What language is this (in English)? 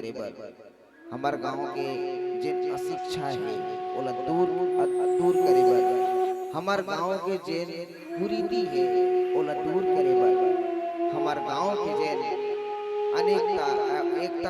Chhattisgarhi